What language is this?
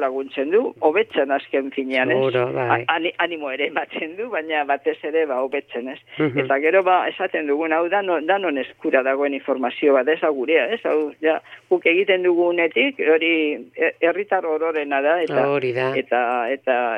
Basque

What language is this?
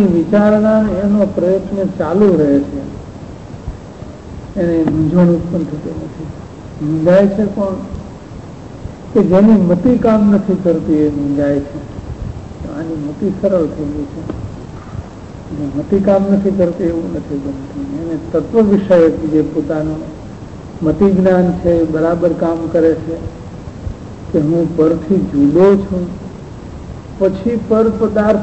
Gujarati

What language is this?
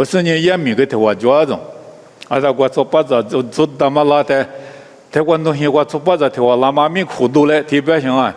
Lisu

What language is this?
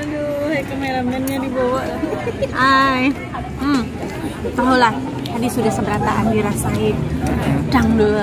Banjar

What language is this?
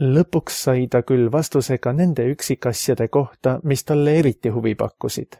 Estonian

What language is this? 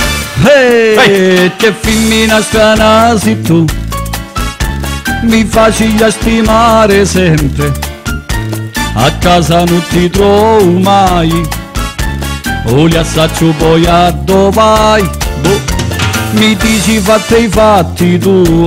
Italian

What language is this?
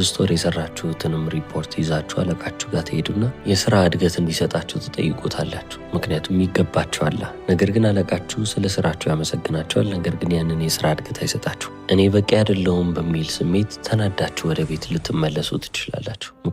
Amharic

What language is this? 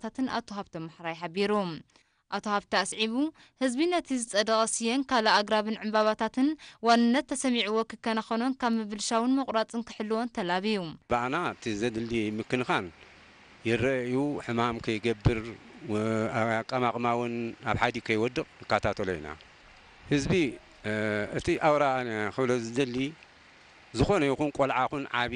Tigrinya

